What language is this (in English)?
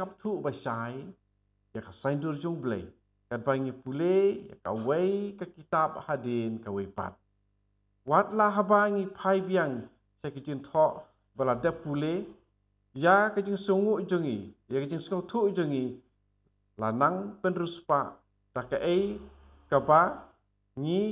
Khasi